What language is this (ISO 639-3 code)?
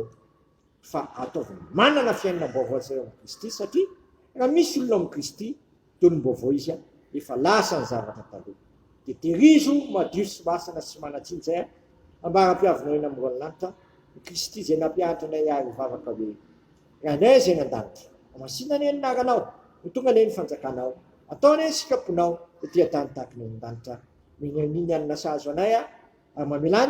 mlg